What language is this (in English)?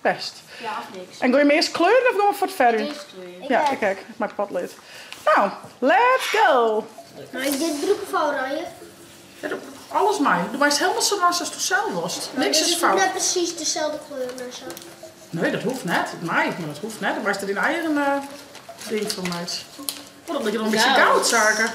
Western Frisian